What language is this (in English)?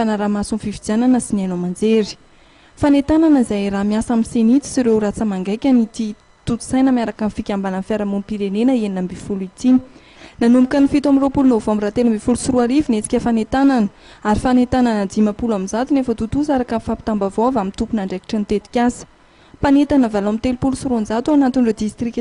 Malagasy